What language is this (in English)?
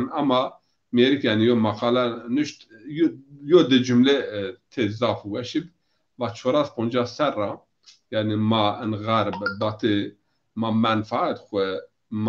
Zaza